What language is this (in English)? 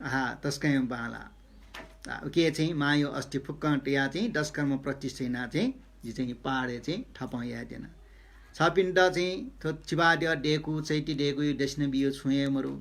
Newari